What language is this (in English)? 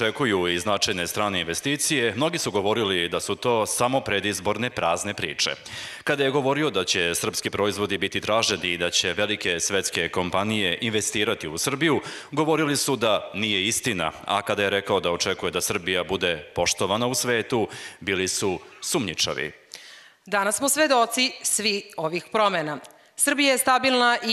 Serbian